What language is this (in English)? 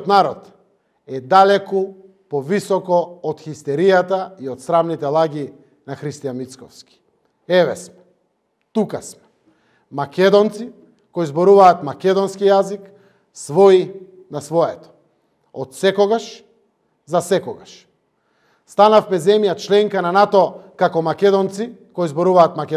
Macedonian